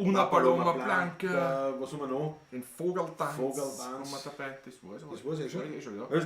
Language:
Bavarian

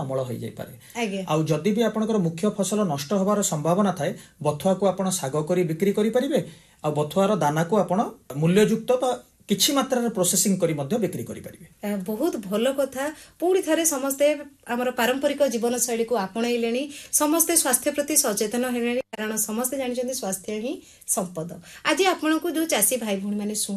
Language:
Odia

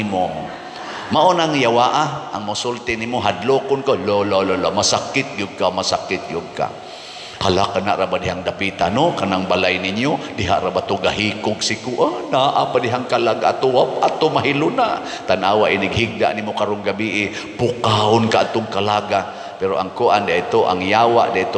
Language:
Cebuano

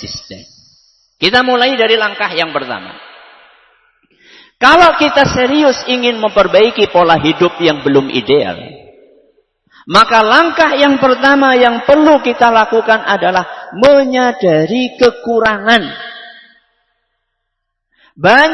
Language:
Indonesian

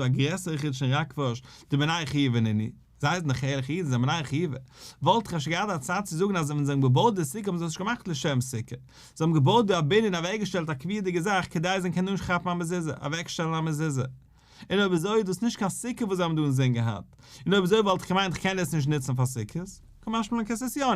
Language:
Yiddish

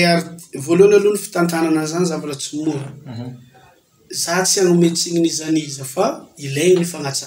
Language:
Malagasy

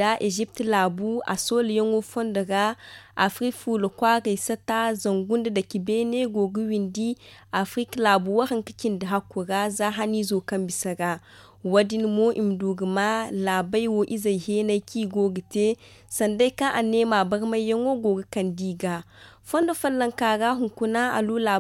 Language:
Zarma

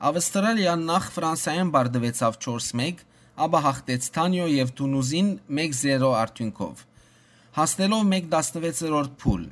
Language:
Western Armenian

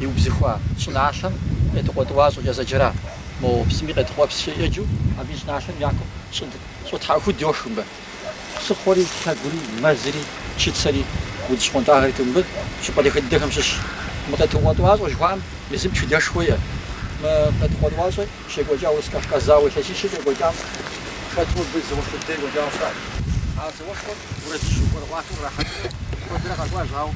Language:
Kabardian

